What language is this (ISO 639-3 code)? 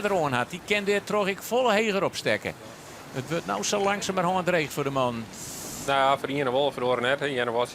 fry